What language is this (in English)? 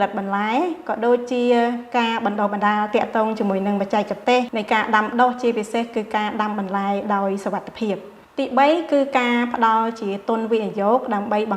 Khmer